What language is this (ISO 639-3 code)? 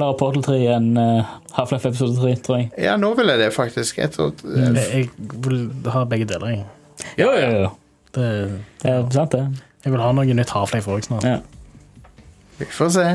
nor